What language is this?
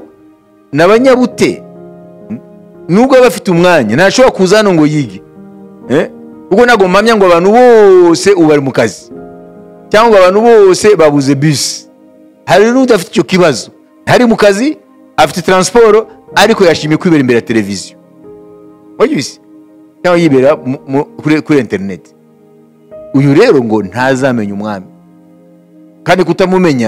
Kinyarwanda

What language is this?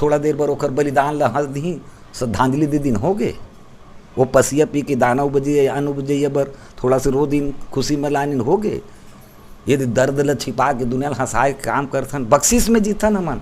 Chhattisgarhi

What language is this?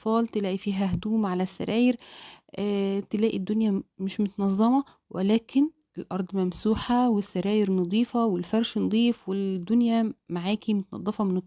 Egyptian Arabic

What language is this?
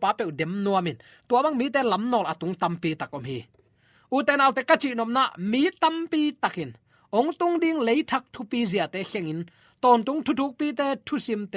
Tedim Chin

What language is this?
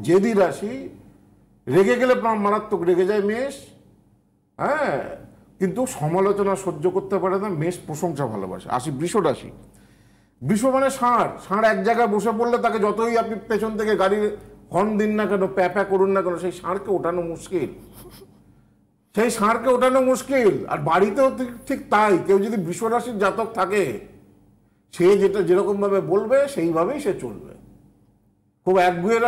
Bangla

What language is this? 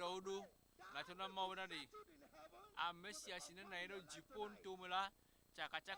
Ewe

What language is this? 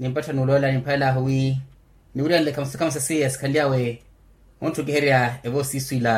Makhuwa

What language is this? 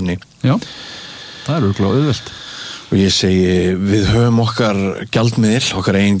Icelandic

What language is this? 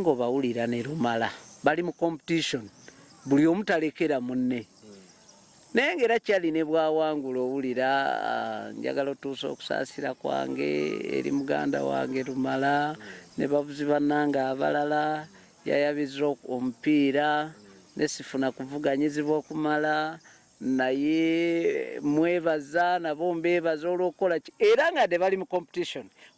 Ganda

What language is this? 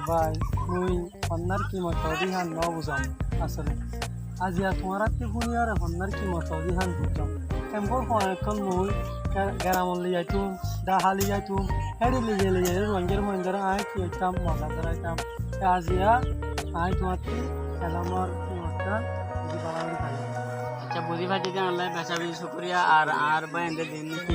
Rohingya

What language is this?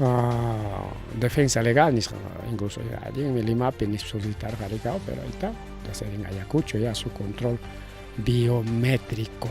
Ayacucho Quechua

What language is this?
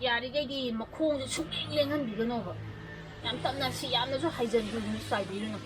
Manipuri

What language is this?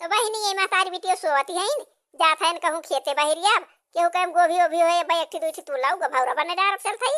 Awadhi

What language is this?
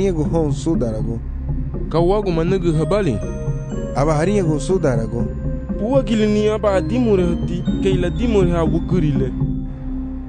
Garifuna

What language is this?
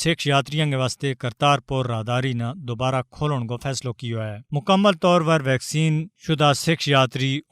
Gujari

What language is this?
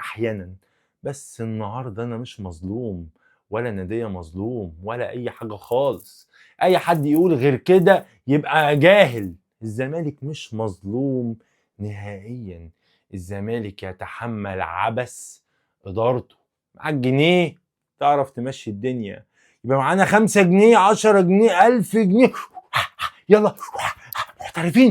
Egyptian Arabic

